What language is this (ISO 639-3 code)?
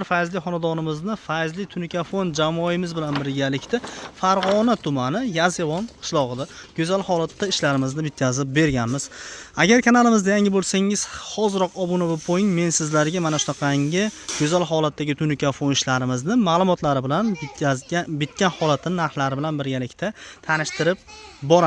uzb